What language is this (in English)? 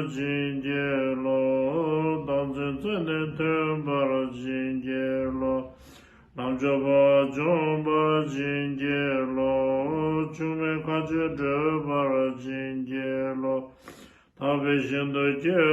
Tibetan